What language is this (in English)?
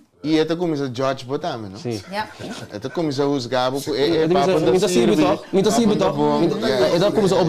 Papiamento